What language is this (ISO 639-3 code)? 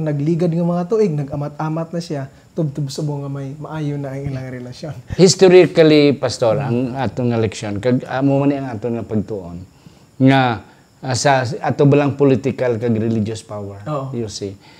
hil